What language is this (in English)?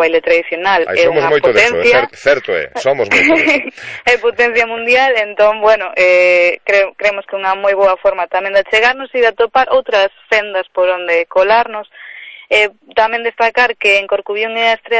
Galician